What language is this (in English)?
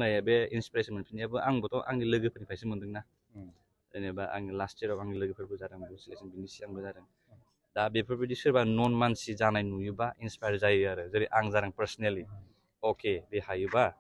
Bodo